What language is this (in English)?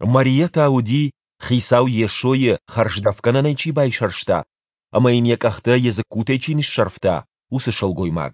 Ossetic